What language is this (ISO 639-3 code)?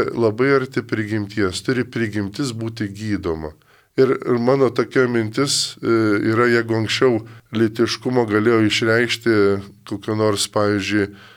lit